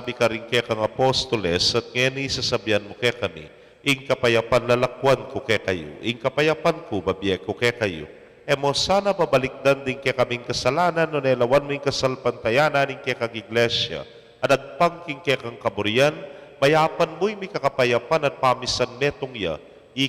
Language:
Pampanga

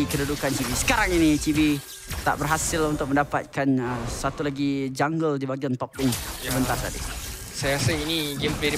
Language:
Malay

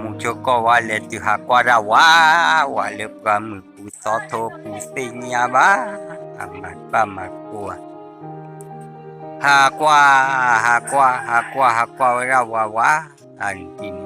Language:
S'gaw Karen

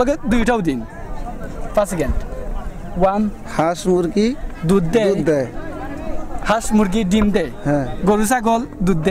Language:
Sylheti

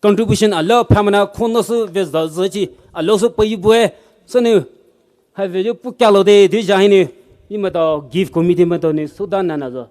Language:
Poumei Naga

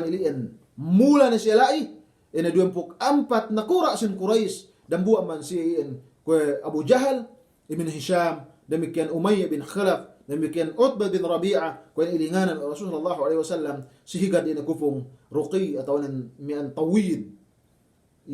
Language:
Yakan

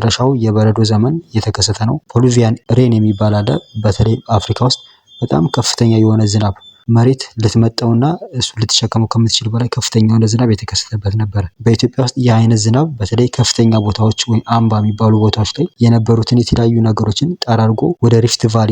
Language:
Amharic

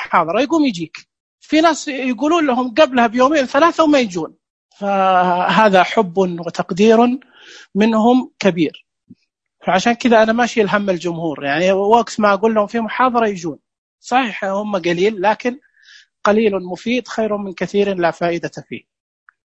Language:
Najdi Arabic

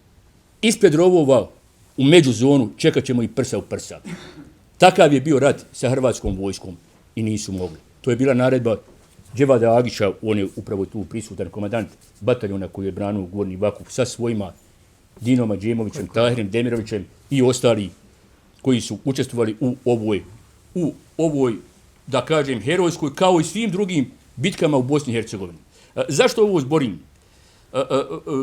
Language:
Bosnian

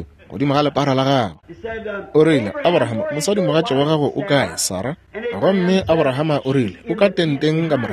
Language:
Northern Sotho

